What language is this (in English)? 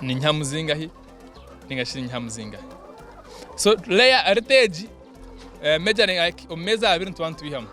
Nyankole